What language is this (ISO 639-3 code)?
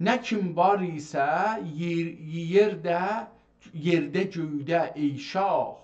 azb